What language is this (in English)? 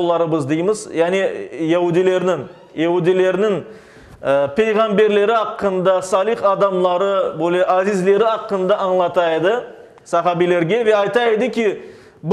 Crimean Tatar